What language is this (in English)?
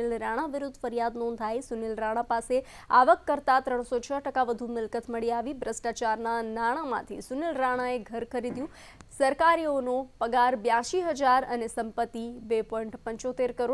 Gujarati